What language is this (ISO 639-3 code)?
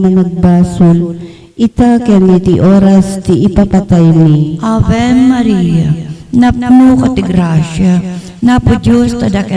ilo